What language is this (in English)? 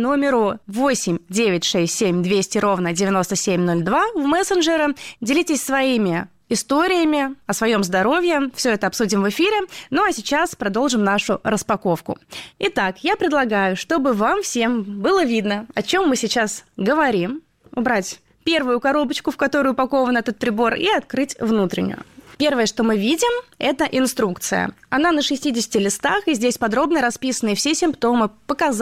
Russian